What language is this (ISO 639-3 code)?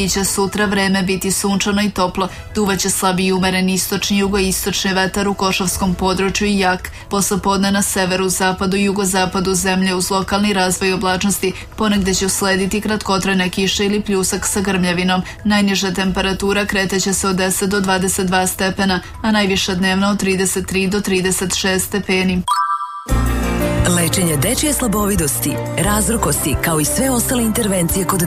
srp